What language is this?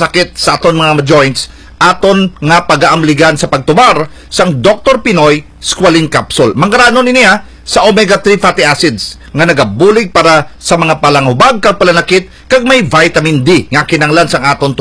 Hiligaynon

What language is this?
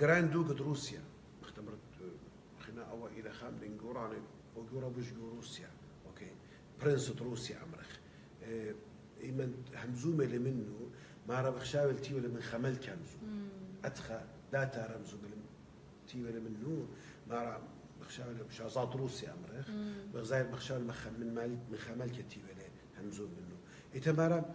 Assyrian Neo-Aramaic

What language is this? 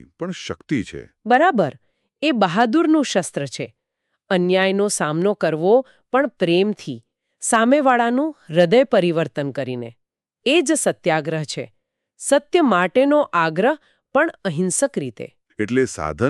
Gujarati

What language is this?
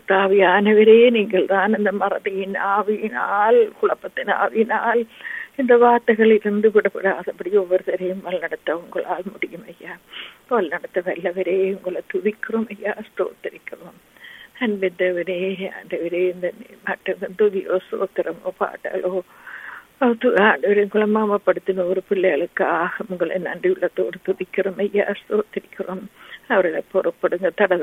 Tamil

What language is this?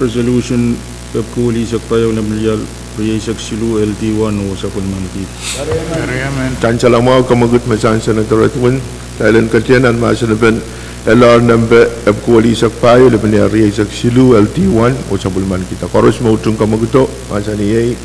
Pohnpeian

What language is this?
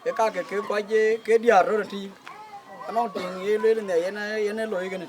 Dinka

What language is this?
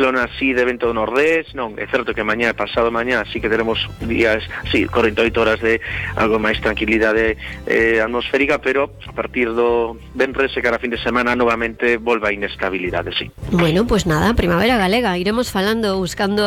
Galician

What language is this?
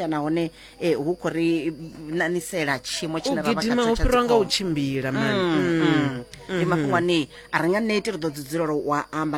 Venda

